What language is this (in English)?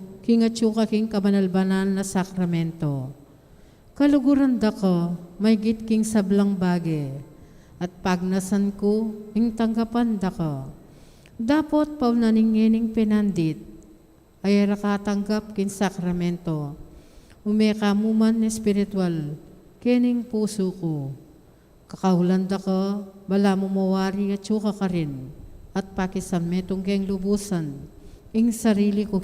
Pampanga